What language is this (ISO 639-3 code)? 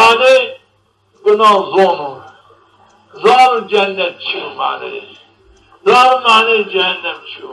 zza